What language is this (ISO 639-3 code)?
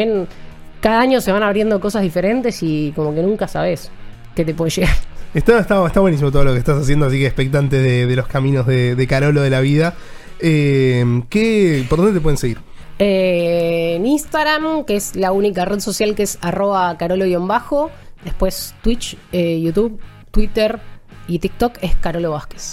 spa